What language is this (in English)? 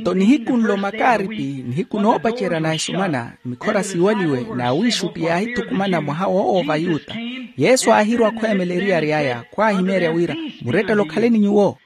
Makhuwa